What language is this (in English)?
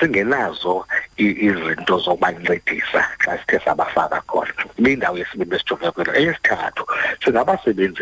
Xhosa